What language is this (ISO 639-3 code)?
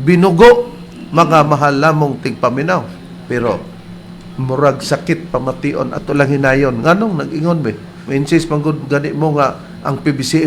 ceb